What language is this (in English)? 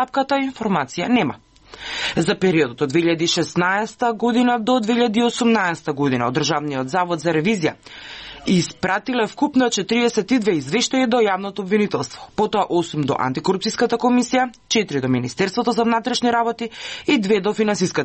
Macedonian